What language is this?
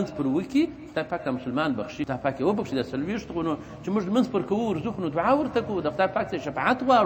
Pashto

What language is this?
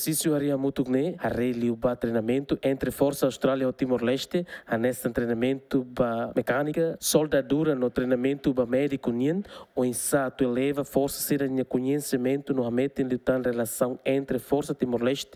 Tetum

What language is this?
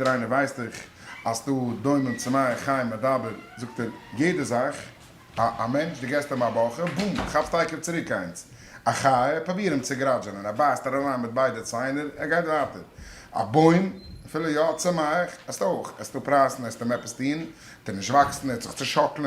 Yiddish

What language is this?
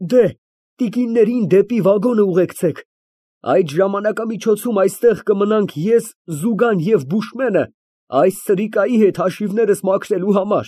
Armenian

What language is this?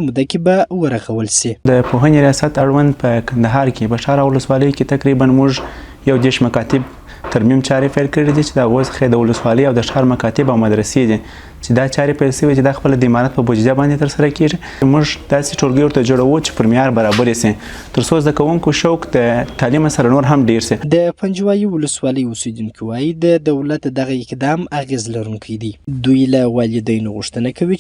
Pashto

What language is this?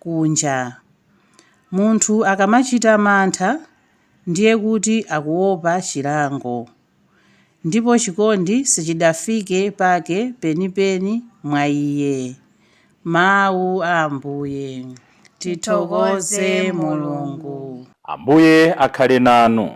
Nyanja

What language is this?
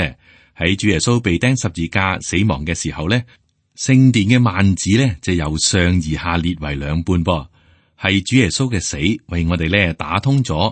Cantonese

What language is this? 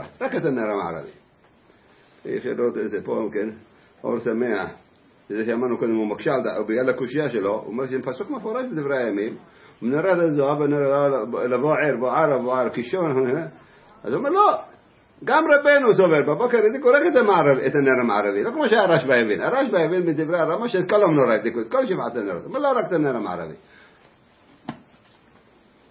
Hebrew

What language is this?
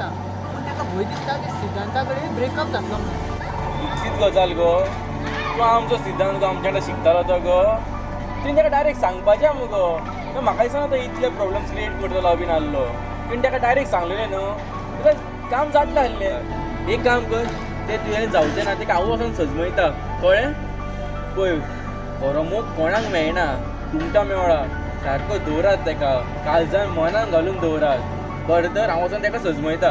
Konkani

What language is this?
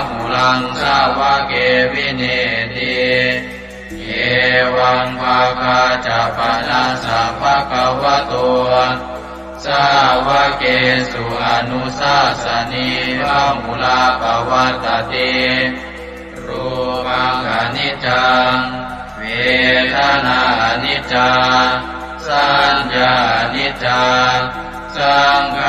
Pali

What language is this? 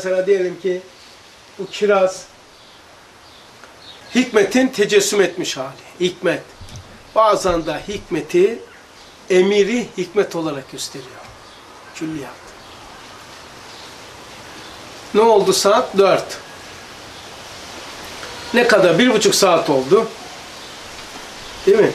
Turkish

